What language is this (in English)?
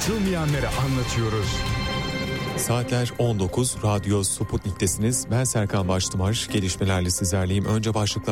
Turkish